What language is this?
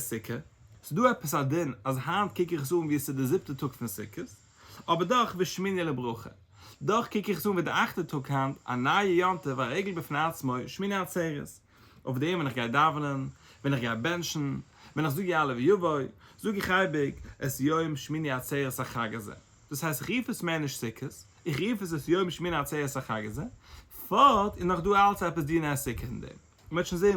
Yiddish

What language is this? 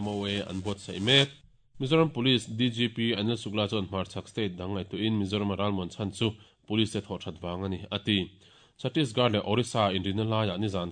Mizo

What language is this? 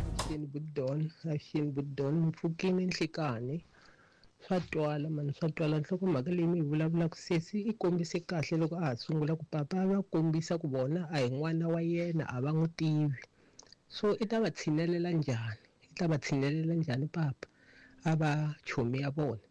Tsonga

